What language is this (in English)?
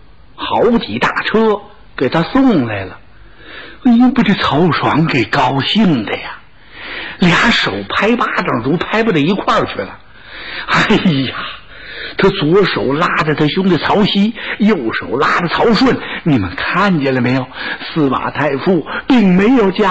Chinese